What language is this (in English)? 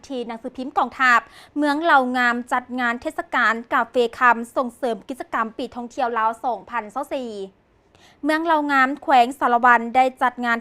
Lao